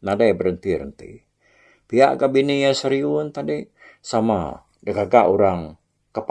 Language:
Iban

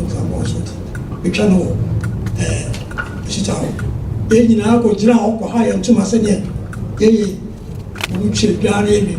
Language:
Akan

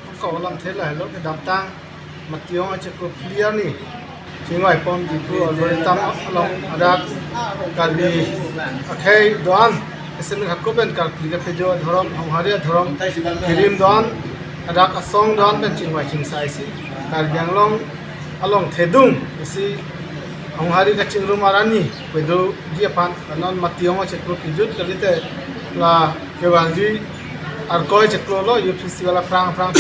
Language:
Karbi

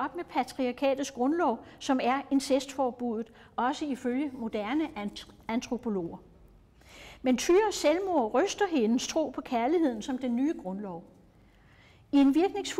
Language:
Danish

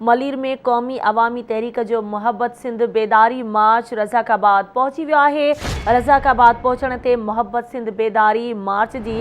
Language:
Sindhi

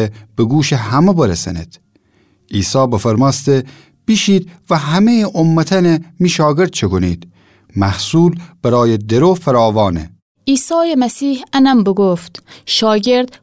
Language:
Gilaki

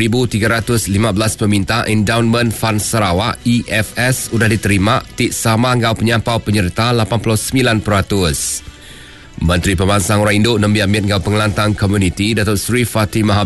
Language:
Iban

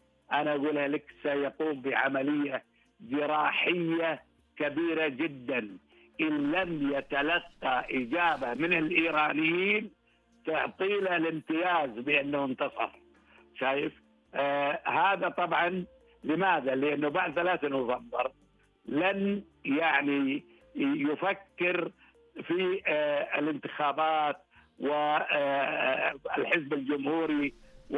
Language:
Arabic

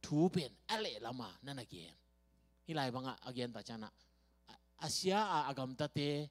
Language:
Tedim Chin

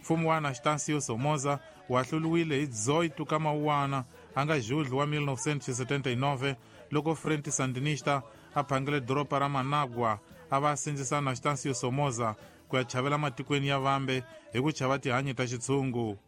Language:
Tsonga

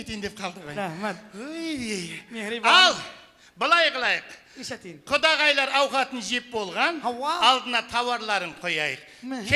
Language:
Kara-Kalpak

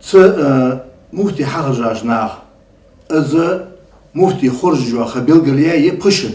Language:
Ingush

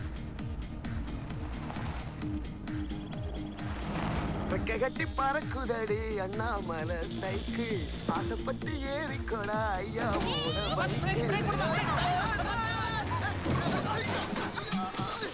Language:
Tamil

